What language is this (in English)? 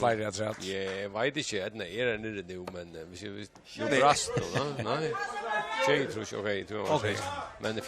Faroese